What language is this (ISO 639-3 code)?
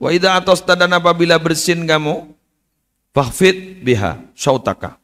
mad